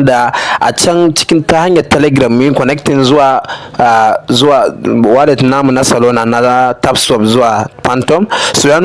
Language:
Hausa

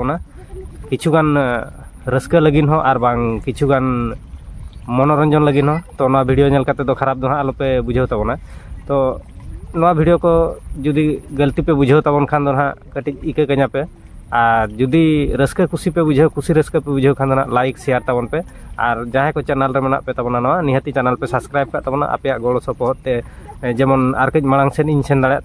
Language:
Santali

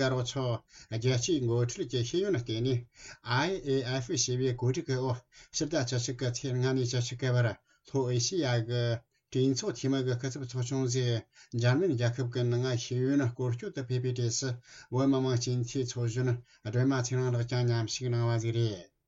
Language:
Tibetan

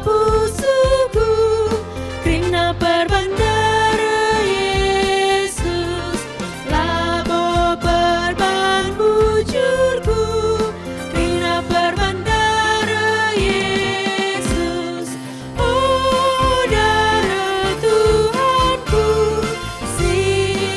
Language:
Batak Karo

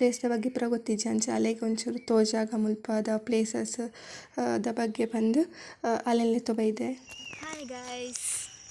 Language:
Tulu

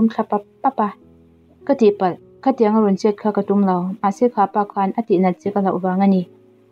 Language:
Mizo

